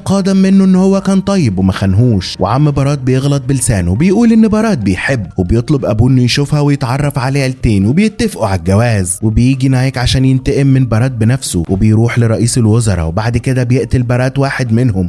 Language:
Egyptian Arabic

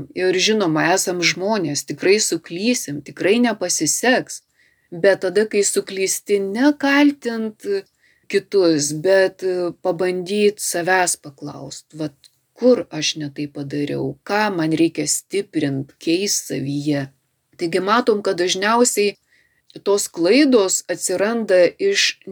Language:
Lithuanian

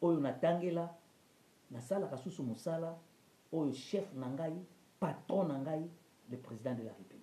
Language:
Lingala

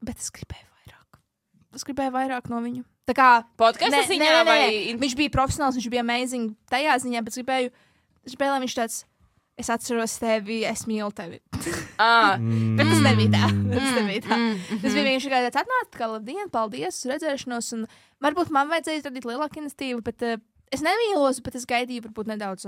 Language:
Latvian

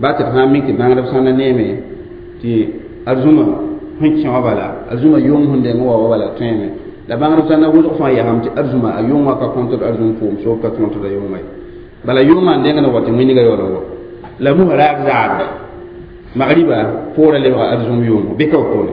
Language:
Mossi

